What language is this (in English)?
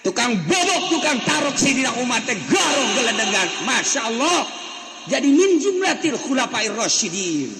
Sundanese